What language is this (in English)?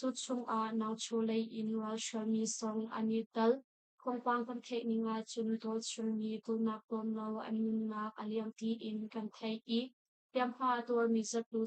Hakha Chin